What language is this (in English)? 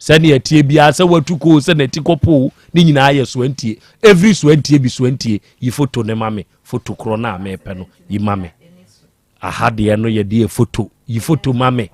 Akan